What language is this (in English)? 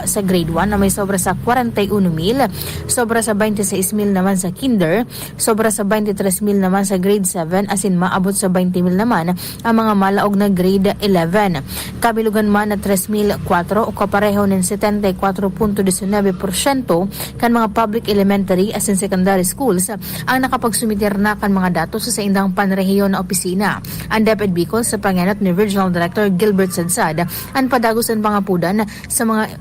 Bikol